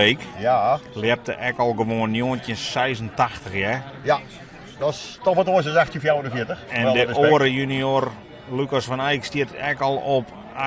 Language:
Western Frisian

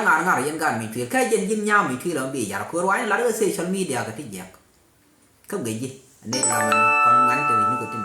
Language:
Nuer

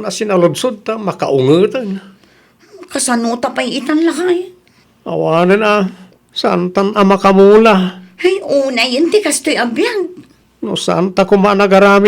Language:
Iloko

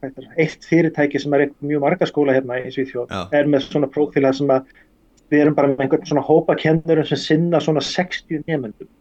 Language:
Icelandic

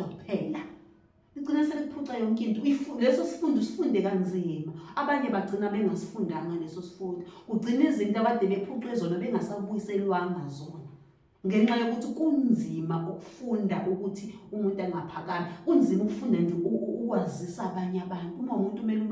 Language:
Zulu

